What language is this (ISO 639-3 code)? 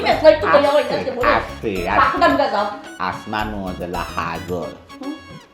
syl